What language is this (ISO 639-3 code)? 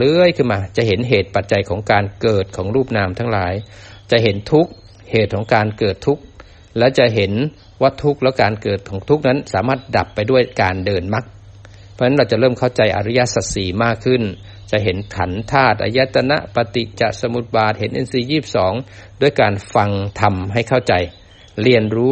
tha